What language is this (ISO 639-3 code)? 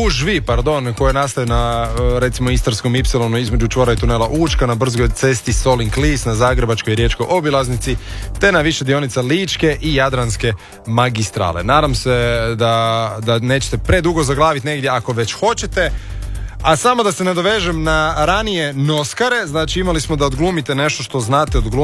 hrv